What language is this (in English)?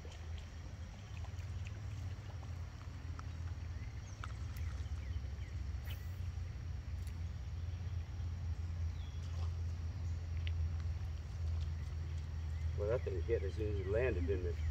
English